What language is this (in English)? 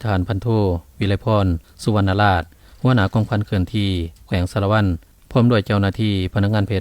Lao